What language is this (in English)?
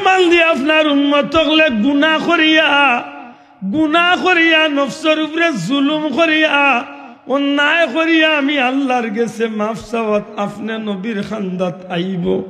Sylheti